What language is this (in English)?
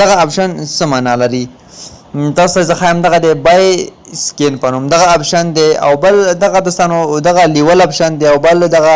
Pashto